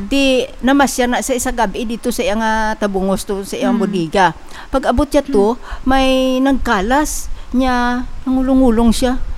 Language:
Hiligaynon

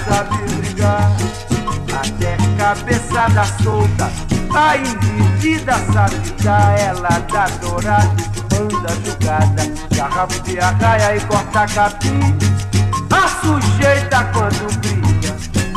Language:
Portuguese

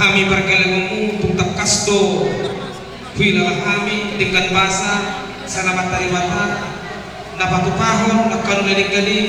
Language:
Batak Toba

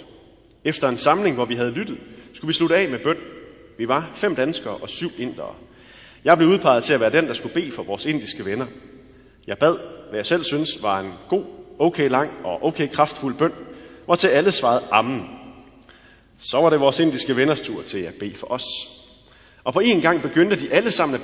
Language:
Danish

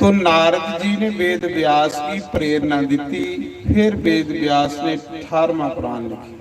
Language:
Dogri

